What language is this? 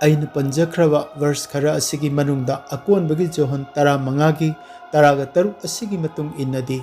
Manipuri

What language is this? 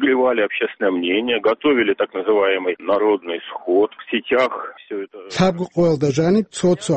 Avaric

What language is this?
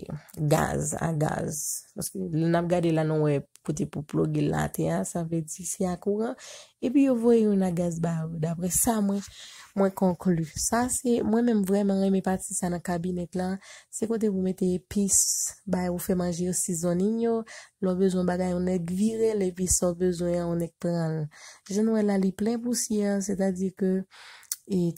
Haitian Creole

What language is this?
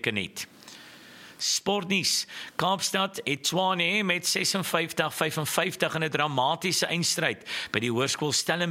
Afrikaans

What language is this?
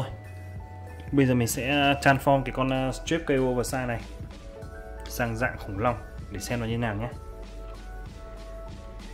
Vietnamese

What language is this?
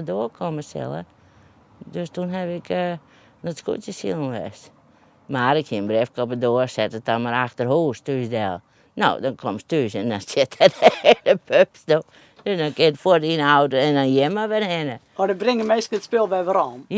Western Frisian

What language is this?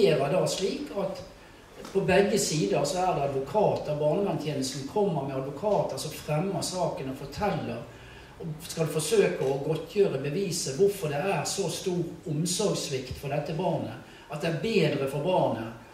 Norwegian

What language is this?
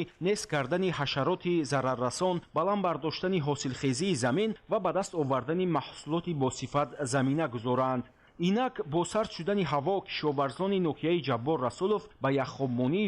Tajik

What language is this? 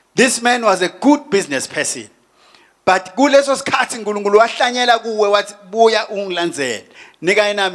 Swati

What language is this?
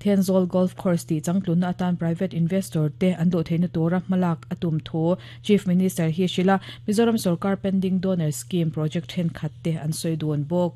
Mizo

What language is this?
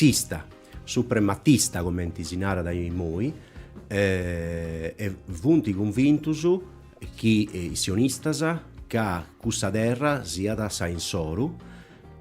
Sardinian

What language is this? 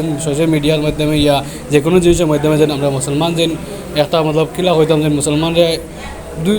Sylheti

